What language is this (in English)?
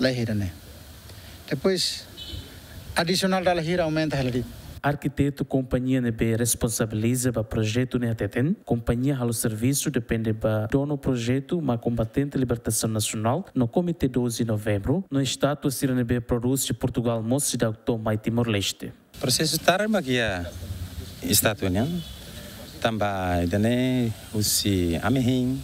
Tetum